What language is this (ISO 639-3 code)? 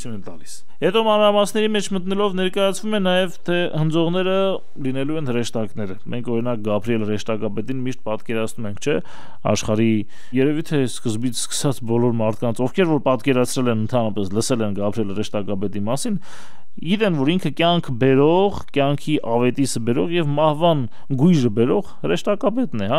hye